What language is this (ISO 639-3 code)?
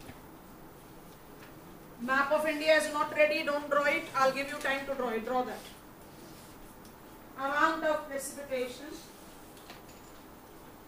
eng